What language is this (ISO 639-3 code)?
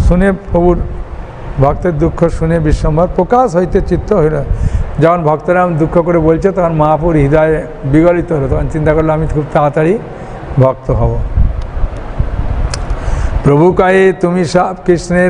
ben